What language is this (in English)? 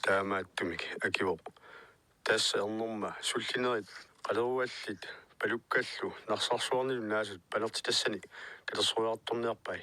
Kalaallisut